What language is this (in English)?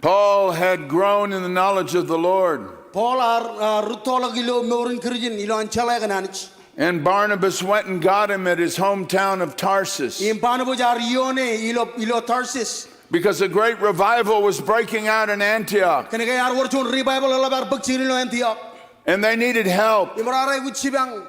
Marshallese